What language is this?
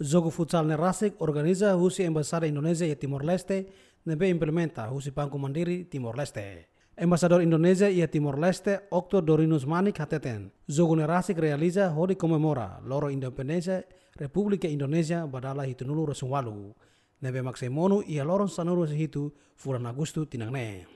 Tetum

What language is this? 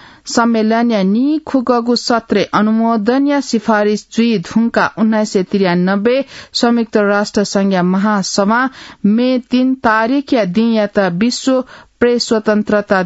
Newari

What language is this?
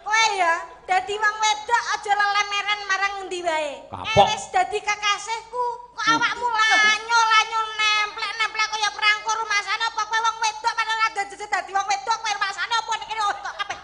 Javanese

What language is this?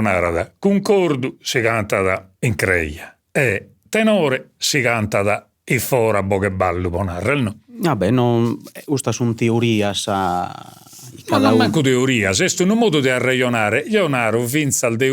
Sardinian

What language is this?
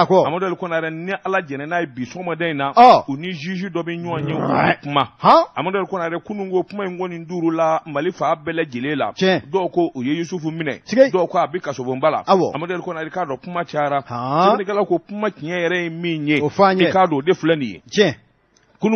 Bambara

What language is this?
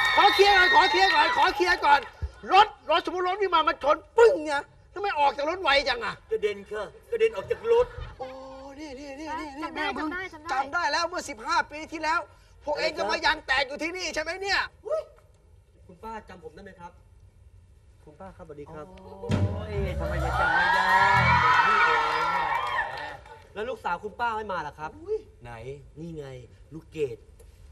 Thai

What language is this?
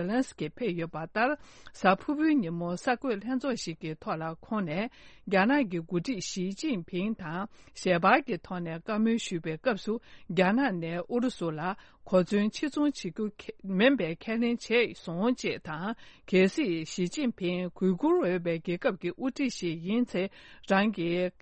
Tibetan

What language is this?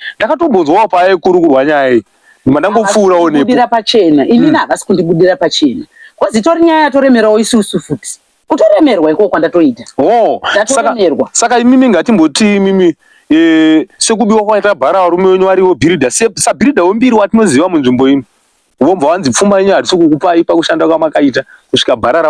Shona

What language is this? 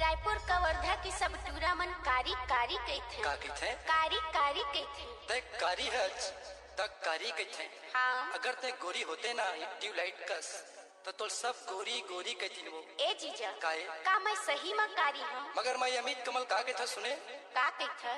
Chhattisgarhi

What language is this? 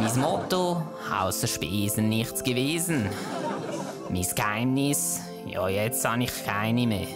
Swiss German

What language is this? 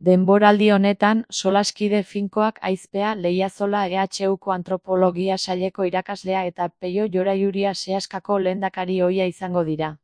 Basque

